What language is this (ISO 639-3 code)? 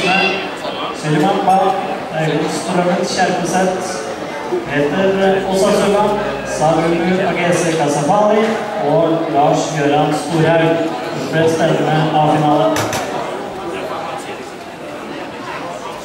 nor